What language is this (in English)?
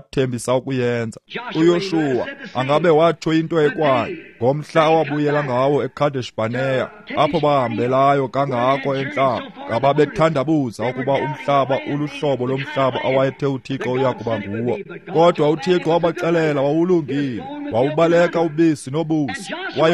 Xhosa